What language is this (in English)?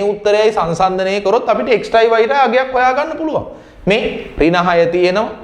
Sinhala